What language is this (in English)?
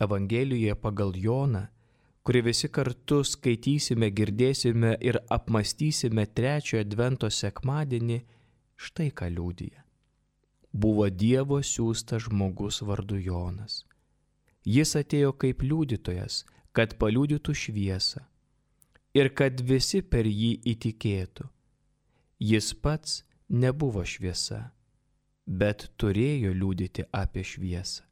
Lithuanian